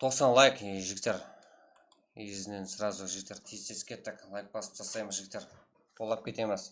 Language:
Kara-Kalpak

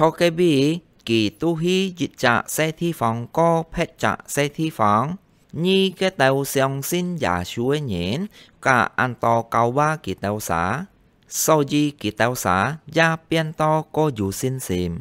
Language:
Hakka Chinese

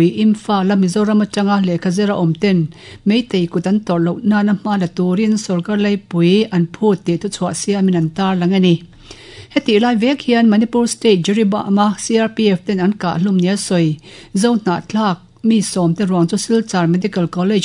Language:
Mizo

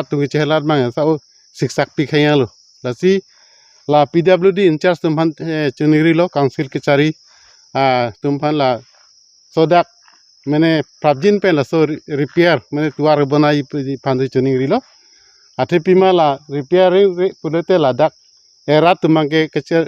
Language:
Karbi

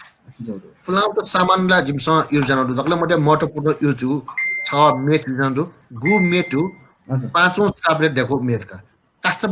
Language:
Newari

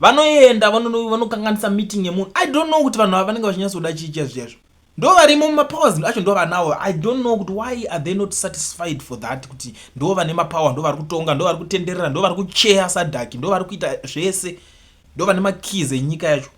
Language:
Shona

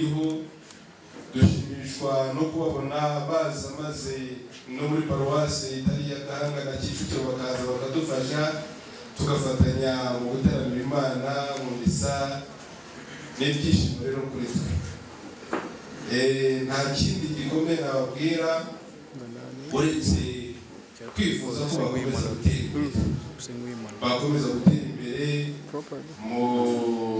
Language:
Kinyarwanda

